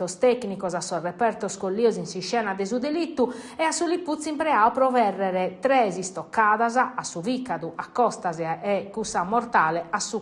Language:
Sardinian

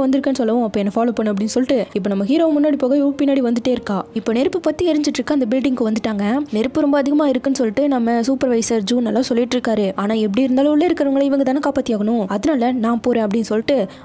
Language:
Tamil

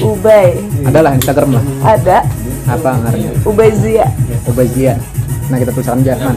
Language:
Banjar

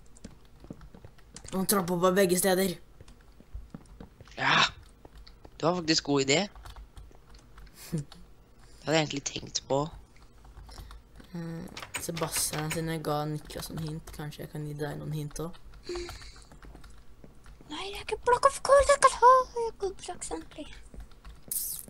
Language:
Norwegian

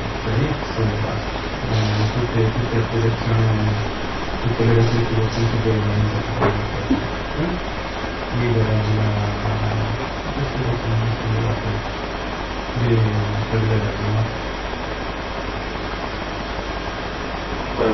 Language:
Italian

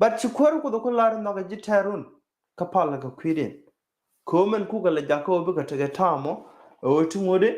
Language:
Nuer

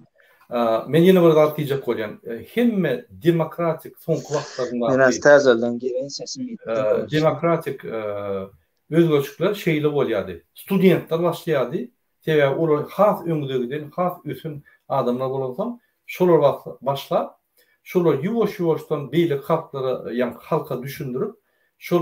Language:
Turkmen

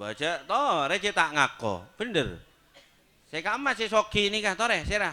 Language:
Madurese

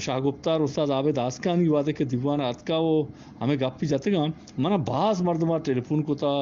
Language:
Eastern Balochi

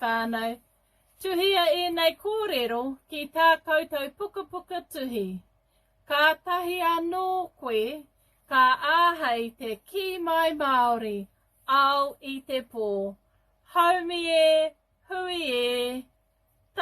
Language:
Māori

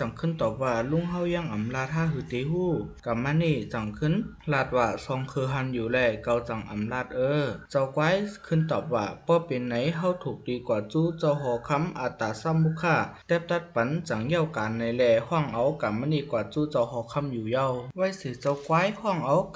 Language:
Shan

